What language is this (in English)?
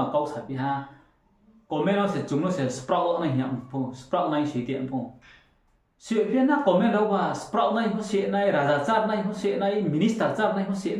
Riang (India)